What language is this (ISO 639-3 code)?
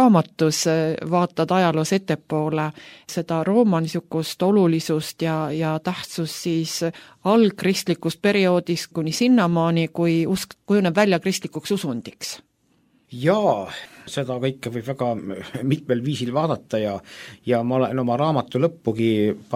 est